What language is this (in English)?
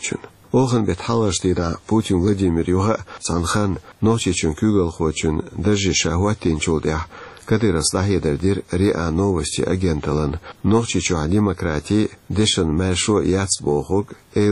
Chechen